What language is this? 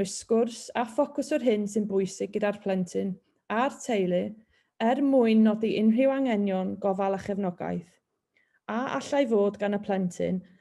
Welsh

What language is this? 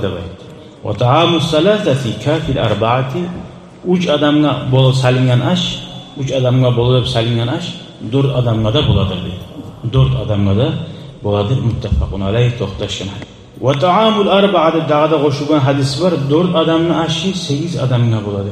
Kumyk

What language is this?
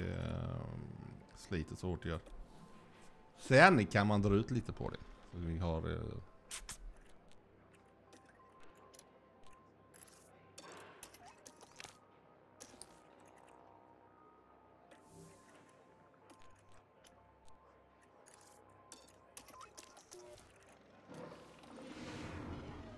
Swedish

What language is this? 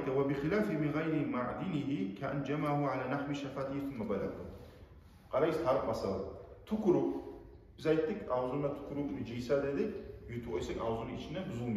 Kumyk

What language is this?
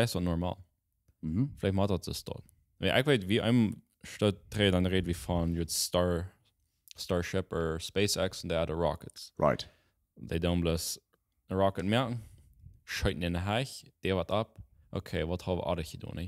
Plautdietsch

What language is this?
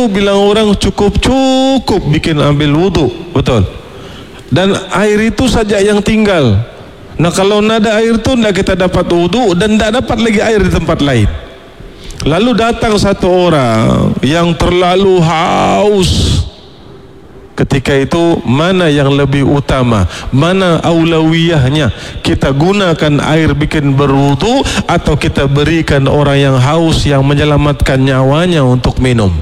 Malay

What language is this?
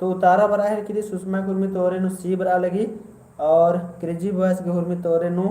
Kurukh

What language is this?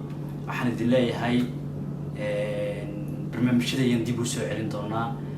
Somali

